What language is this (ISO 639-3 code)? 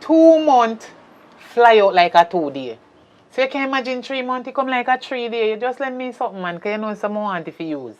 jam